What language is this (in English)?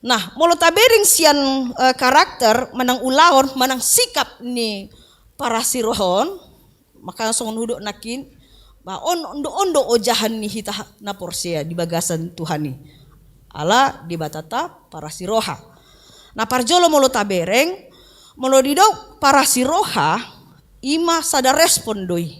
Batak Toba